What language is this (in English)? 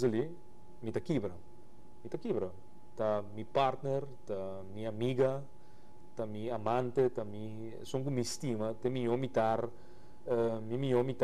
Papiamento